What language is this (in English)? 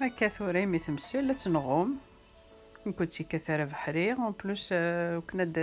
Kabyle